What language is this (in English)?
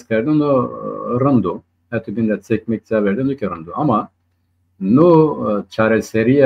Zaza